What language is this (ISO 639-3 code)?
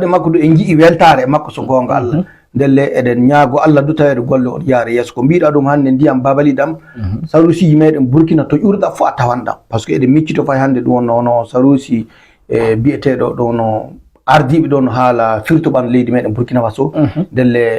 ful